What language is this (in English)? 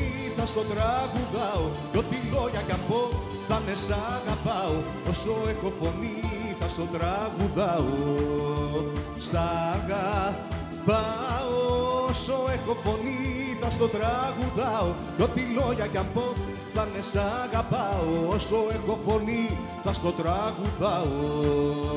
Greek